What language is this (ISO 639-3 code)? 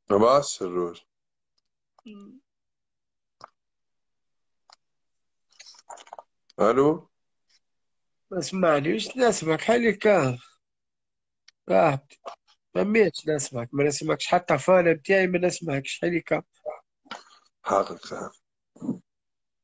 aeb